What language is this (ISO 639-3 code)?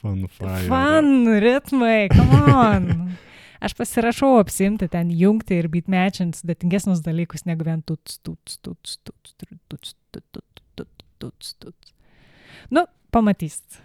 lit